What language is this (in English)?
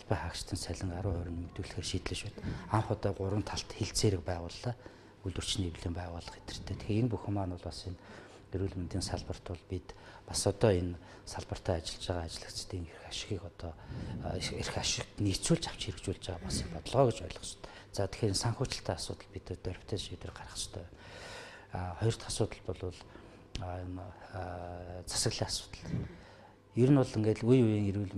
Mongolian